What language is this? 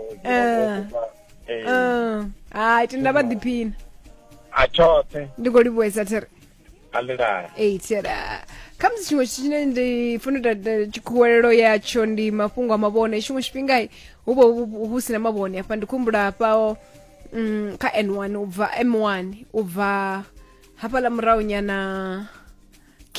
Venda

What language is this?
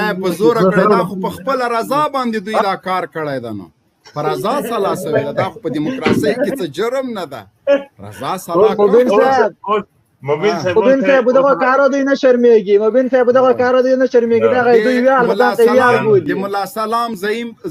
Pashto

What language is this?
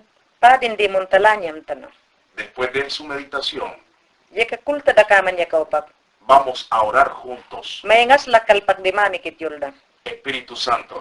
Mayangna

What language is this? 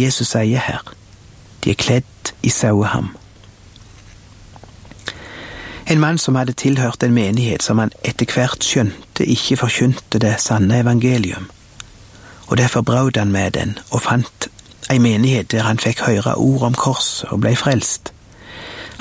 Norwegian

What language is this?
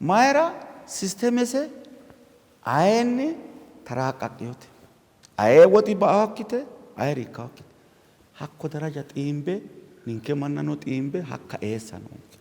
Sidamo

